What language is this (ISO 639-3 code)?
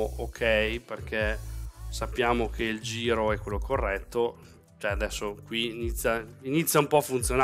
ita